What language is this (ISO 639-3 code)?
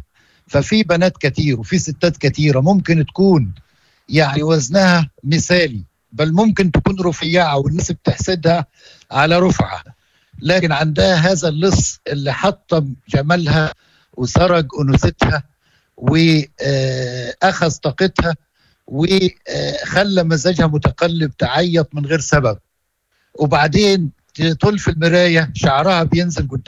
ary